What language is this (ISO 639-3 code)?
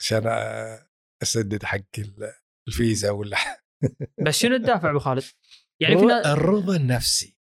afb